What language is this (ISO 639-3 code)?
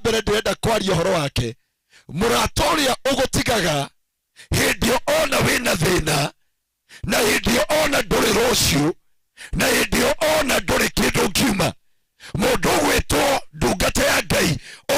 kik